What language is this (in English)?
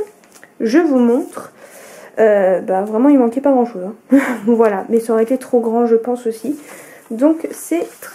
French